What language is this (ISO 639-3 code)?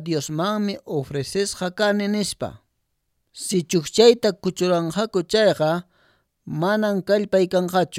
que